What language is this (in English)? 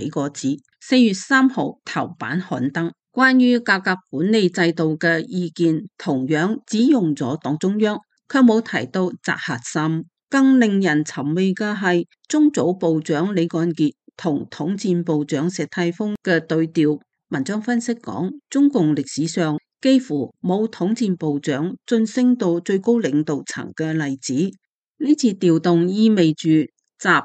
Cantonese